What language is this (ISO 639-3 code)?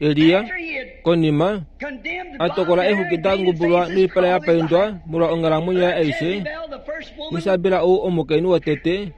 kua